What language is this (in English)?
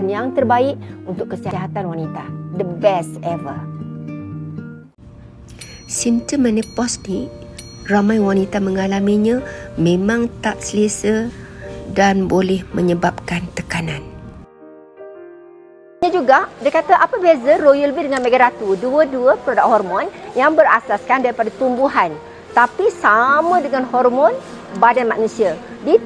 Malay